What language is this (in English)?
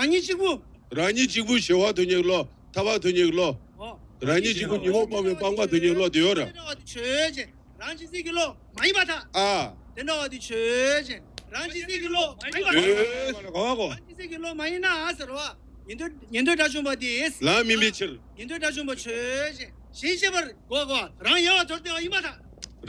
Tibetan